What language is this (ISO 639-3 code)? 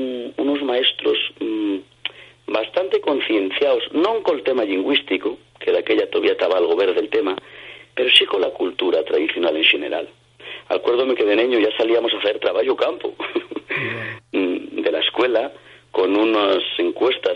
ast